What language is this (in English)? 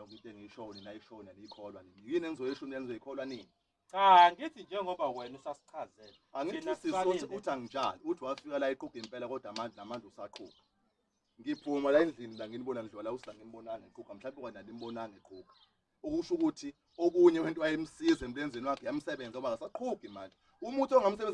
Zulu